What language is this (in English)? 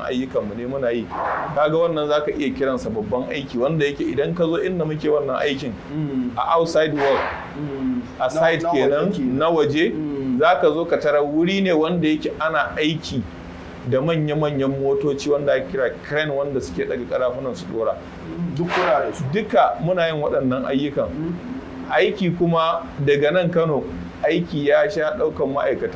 Hausa